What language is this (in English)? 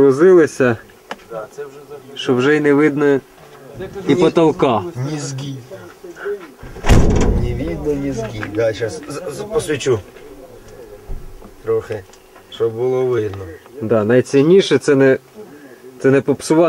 Ukrainian